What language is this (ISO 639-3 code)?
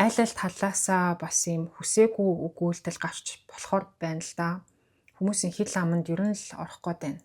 mon